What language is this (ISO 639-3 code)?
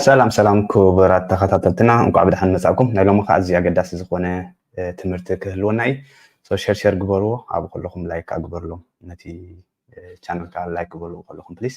tir